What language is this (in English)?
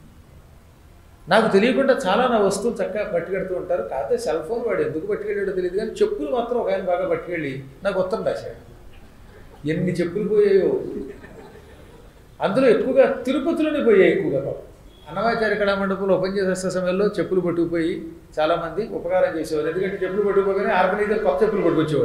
Telugu